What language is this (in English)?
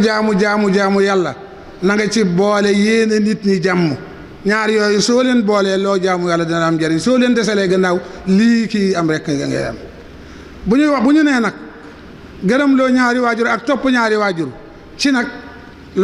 Wolof